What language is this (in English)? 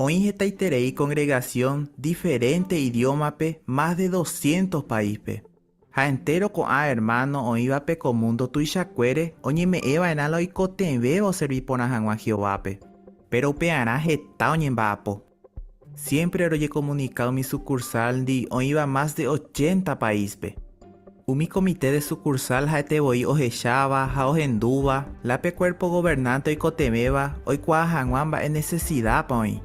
Guarani